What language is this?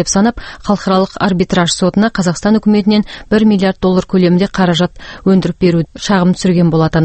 Kazakh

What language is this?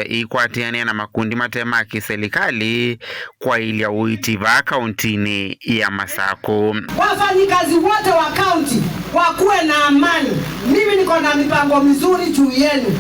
Kamba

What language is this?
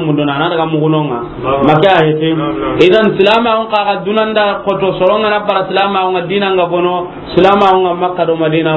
Soninke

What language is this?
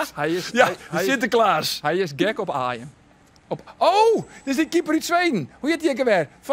Western Frisian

